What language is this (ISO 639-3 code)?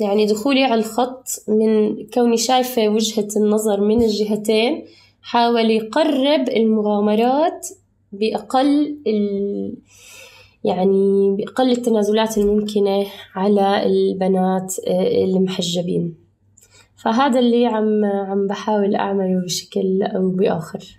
apc